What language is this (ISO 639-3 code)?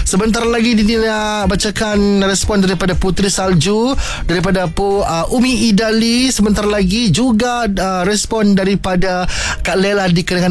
msa